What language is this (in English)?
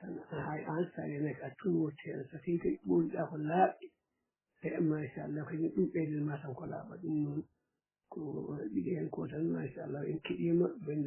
Fula